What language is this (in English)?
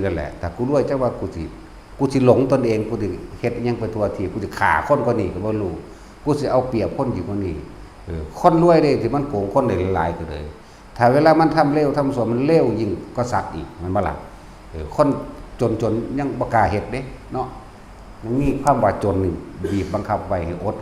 Northeastern Thai